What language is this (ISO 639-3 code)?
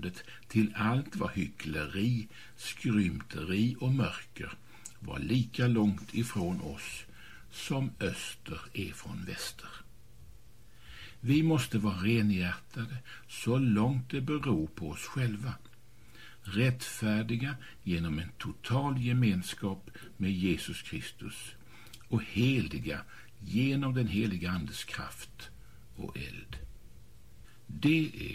swe